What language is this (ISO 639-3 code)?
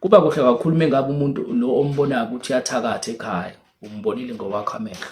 zul